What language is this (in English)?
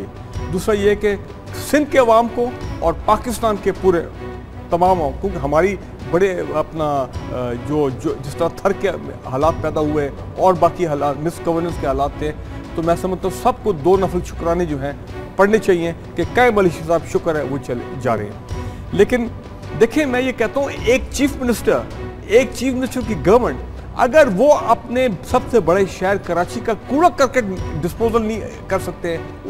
Urdu